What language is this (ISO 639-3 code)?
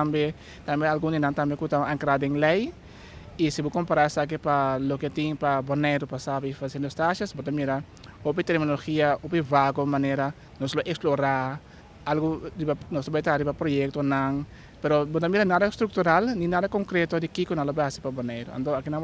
pap